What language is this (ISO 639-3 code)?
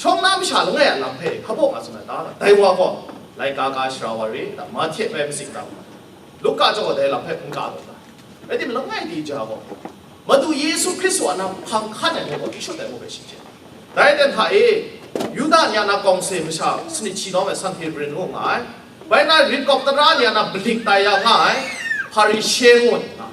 kac